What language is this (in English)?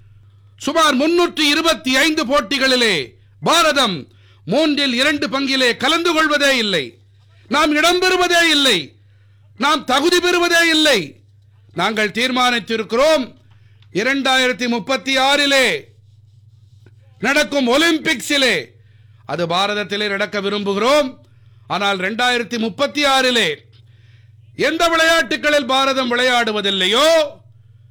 Tamil